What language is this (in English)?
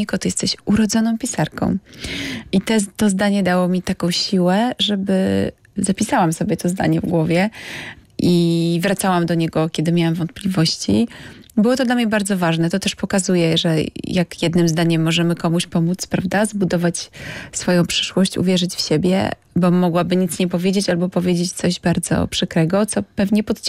Polish